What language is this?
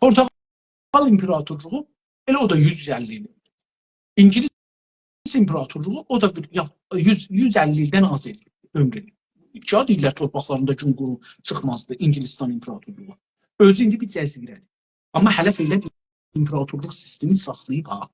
South Azerbaijani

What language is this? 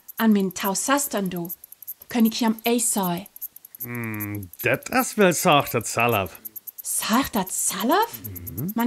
Northern Frisian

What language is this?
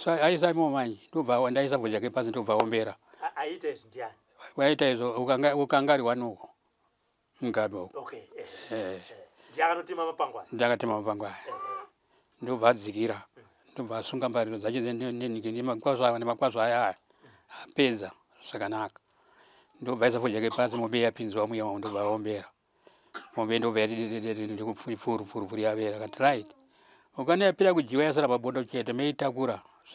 Shona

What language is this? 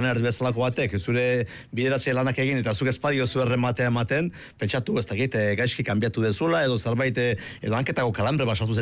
Basque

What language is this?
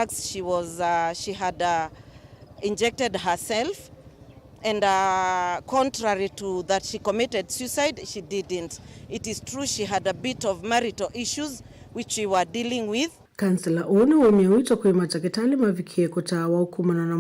Kamba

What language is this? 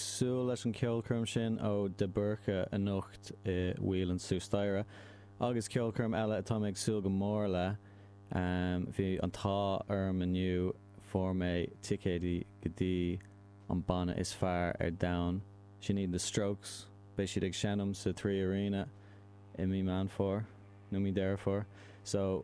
Irish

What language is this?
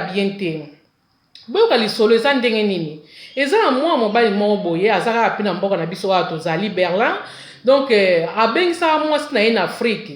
Lingala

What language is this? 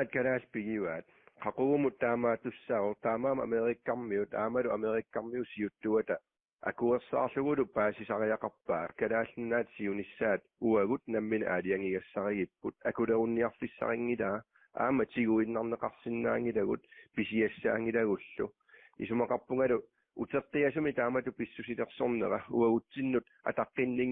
Kalaallisut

